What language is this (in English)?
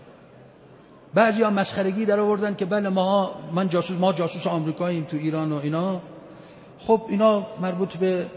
Persian